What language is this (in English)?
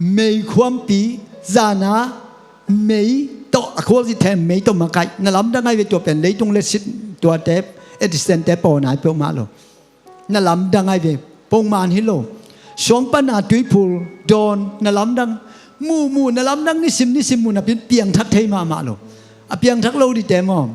Tedim Chin